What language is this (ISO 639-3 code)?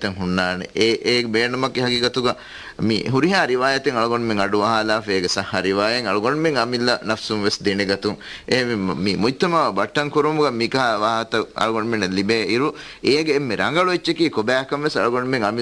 div